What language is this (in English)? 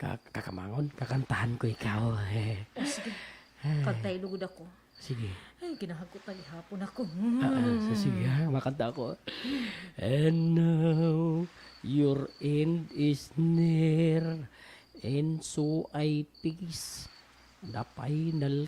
Waray